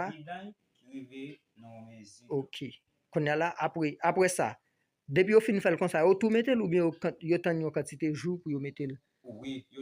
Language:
Haitian Creole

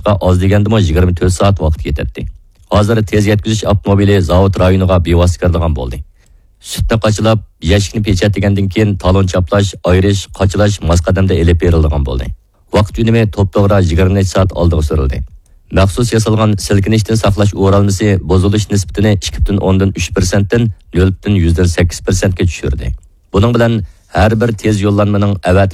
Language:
Uyghur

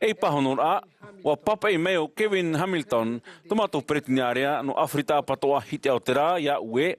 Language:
Tahitian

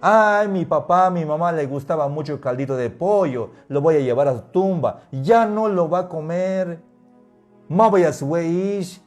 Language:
Tzeltal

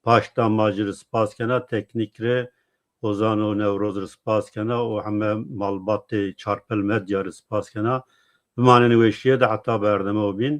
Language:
Zaza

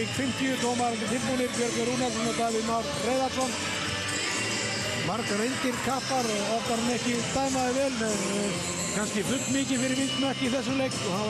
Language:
Icelandic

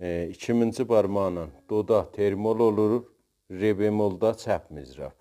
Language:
South Azerbaijani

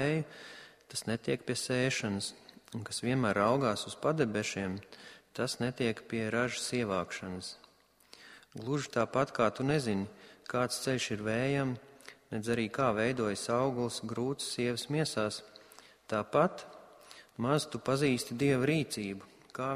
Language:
Latvian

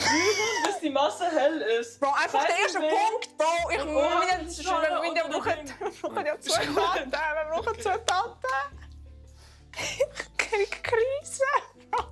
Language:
Swiss German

